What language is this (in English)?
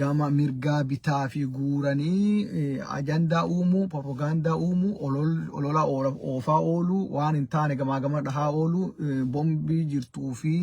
Oromo